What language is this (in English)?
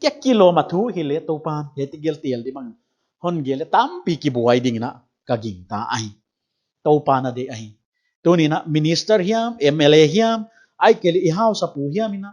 Paite Chin